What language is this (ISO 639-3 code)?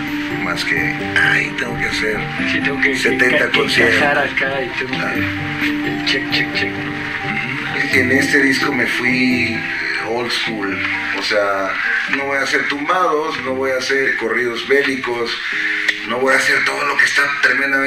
spa